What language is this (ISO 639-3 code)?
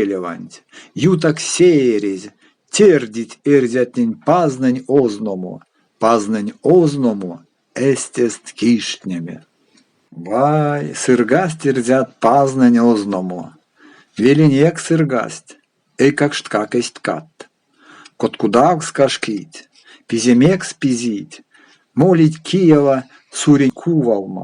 myv